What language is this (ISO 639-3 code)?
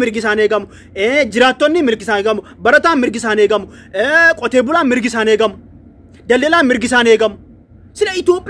orm